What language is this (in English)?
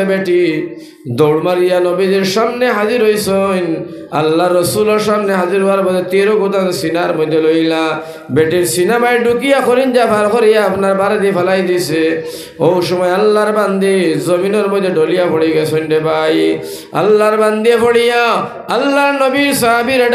Sylheti